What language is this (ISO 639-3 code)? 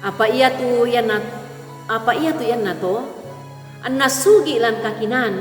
sda